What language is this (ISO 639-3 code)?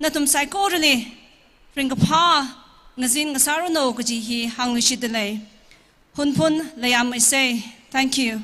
nmf